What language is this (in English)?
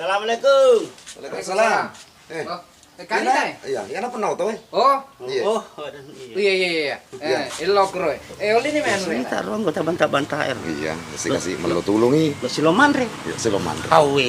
Buginese